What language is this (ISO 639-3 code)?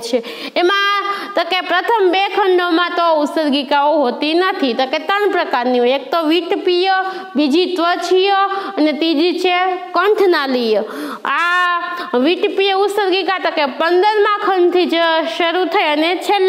guj